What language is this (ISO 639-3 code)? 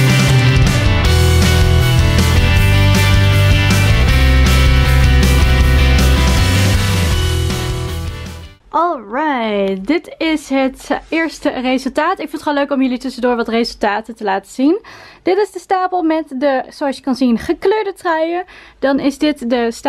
nld